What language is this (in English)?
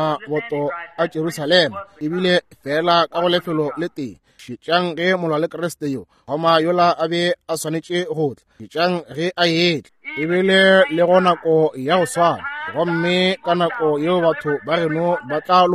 Northern Sotho